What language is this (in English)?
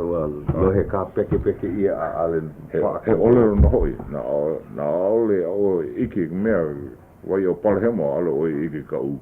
Hawaiian